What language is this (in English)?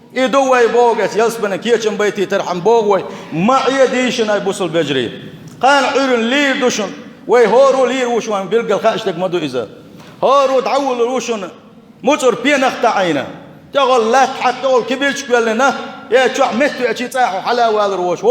Chechen